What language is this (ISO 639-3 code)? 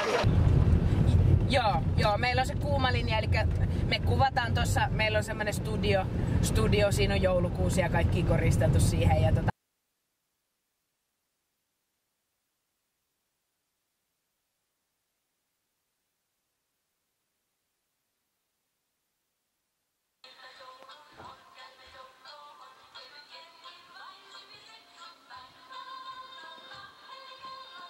fin